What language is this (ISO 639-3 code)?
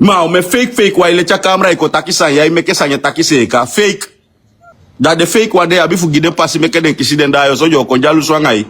srn